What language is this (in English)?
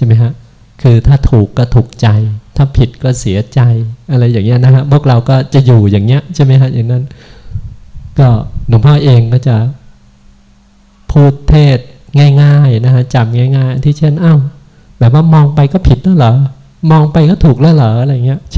Thai